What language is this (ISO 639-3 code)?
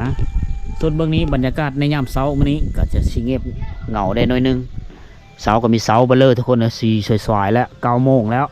lao